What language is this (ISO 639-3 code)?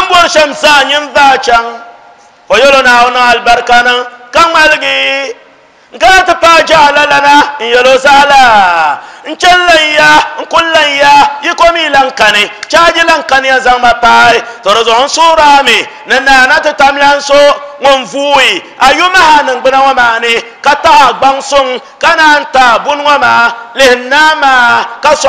dag